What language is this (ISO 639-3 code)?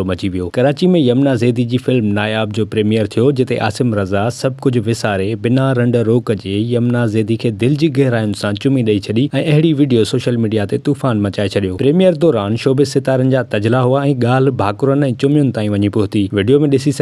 snd